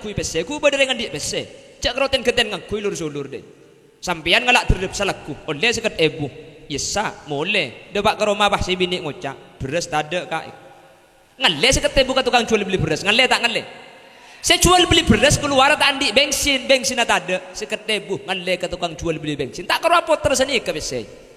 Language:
Madurese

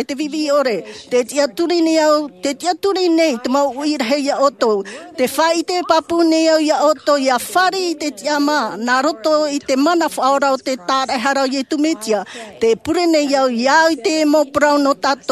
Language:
Tahitian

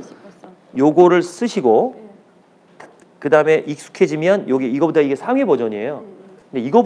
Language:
Korean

